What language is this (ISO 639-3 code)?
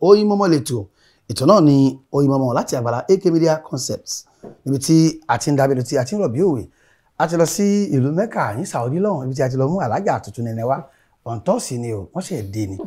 yor